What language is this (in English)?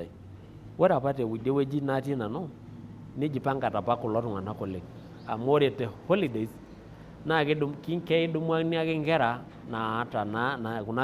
Masai